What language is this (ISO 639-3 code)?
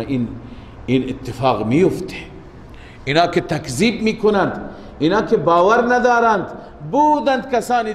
fas